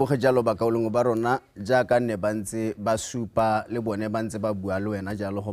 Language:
Tswana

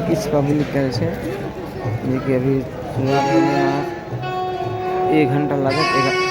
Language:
Maithili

